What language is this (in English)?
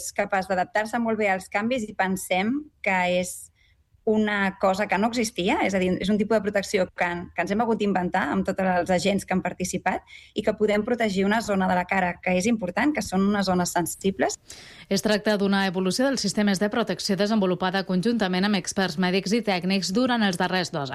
Catalan